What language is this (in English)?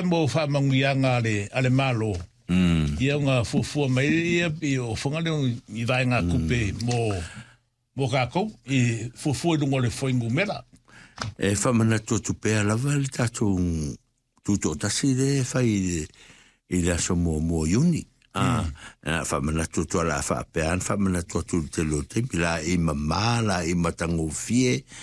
Samoan